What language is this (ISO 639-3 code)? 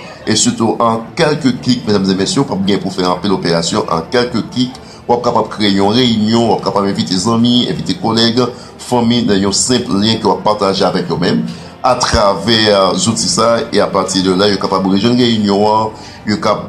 hat